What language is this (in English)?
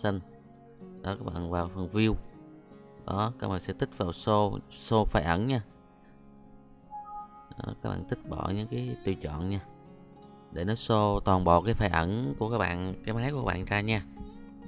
Vietnamese